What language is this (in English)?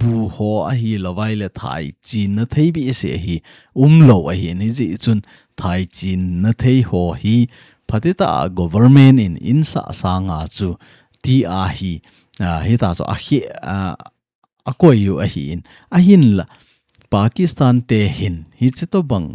Thado Chin